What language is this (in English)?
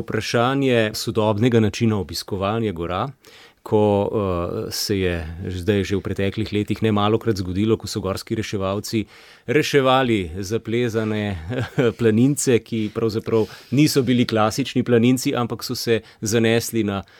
Slovenian